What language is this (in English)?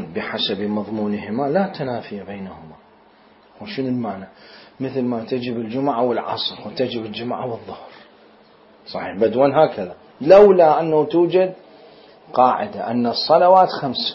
Mesopotamian Arabic